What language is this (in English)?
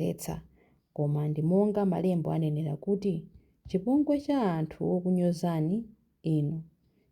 Nyanja